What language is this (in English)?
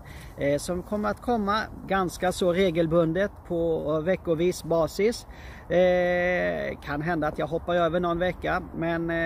Swedish